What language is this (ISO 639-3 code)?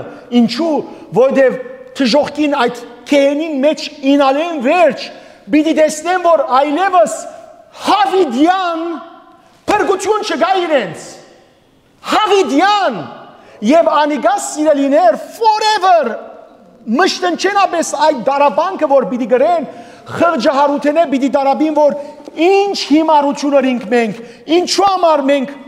hyw